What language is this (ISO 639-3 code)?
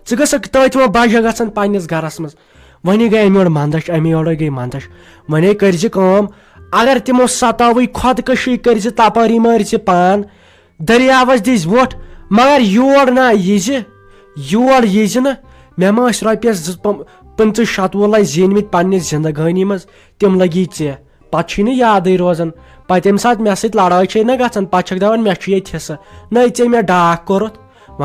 kas